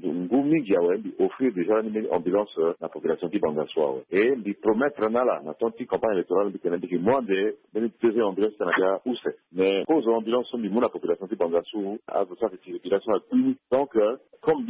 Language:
Sango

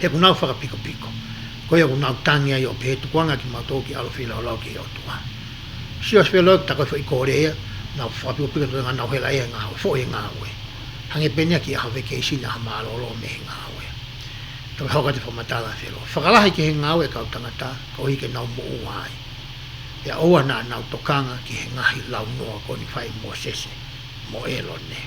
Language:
Tongan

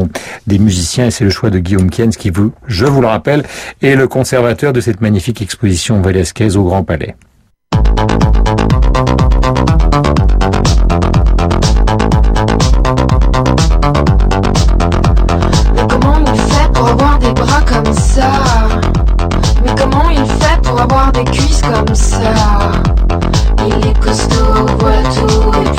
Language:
French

